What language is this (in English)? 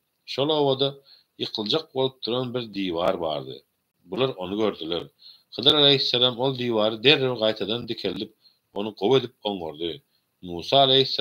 Turkmen